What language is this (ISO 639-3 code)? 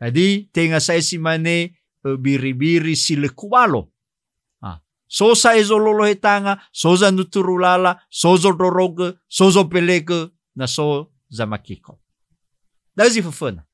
nia